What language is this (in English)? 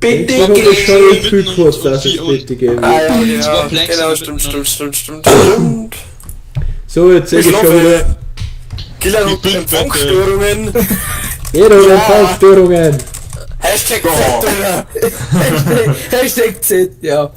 Bavarian